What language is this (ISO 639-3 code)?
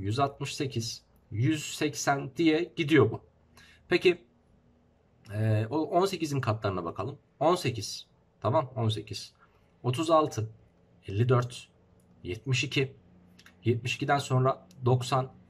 tur